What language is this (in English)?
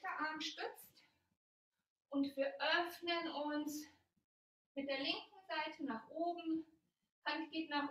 German